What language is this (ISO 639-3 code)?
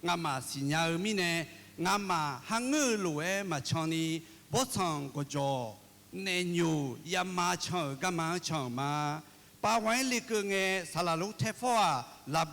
ahk